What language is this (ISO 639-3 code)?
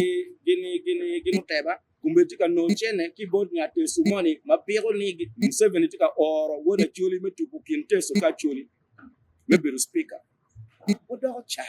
ach